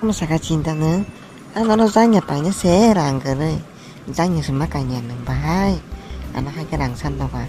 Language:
Kok Borok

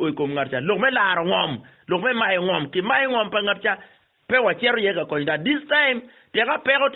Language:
Acoli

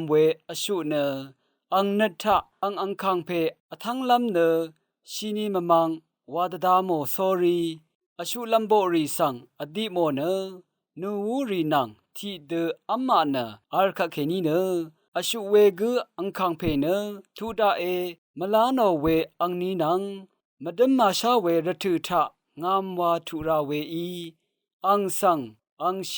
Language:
Rawang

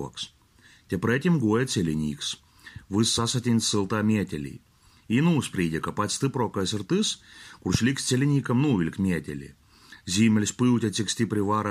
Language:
Latgalian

